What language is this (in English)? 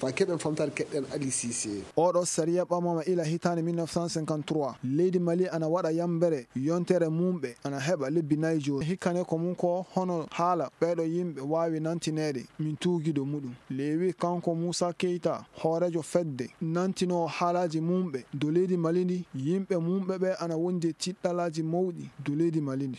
Nigerian Fulfulde